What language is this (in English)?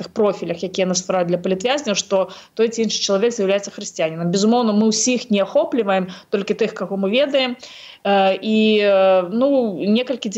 Belarusian